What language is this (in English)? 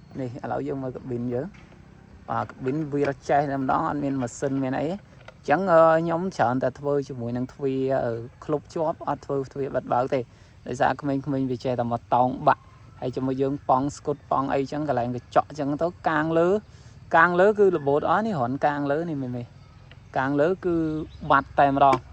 Khmer